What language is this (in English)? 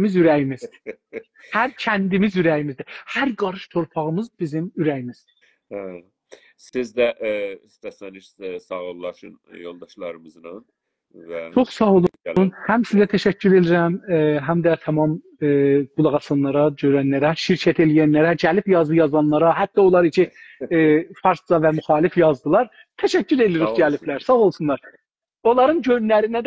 South Azerbaijani